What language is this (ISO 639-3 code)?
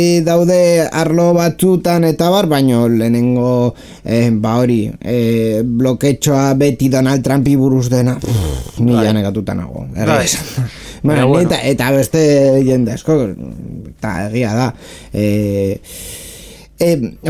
eus